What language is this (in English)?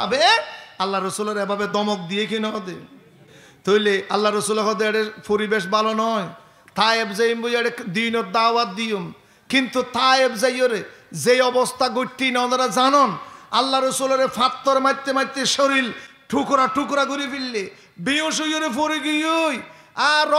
Rohingya